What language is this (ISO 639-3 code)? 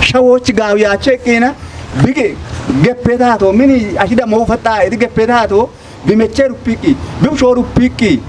kbr